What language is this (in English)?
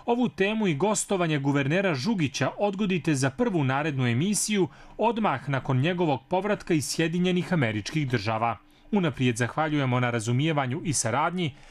Bosnian